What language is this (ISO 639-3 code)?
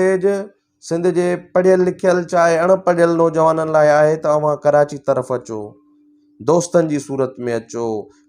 snd